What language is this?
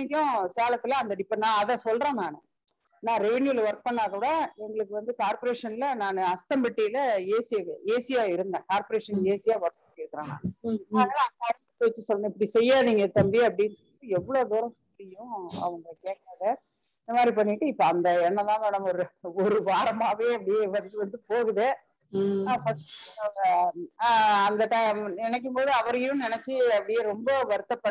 Tamil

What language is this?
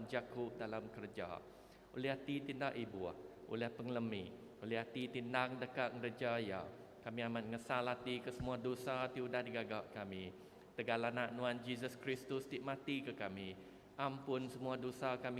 Iban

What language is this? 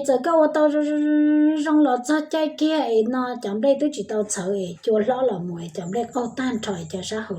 Hmong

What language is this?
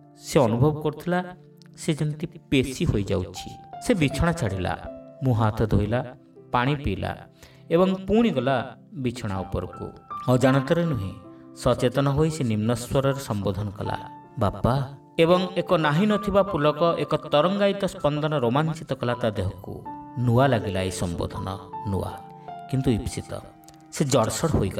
Odia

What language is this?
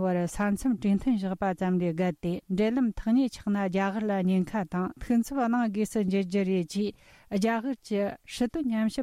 Tibetan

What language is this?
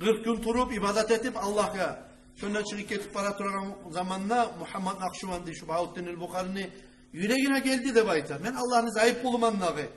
Kumyk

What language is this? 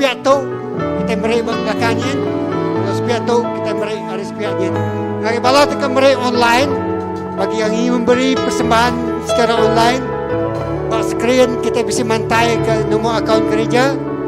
Iban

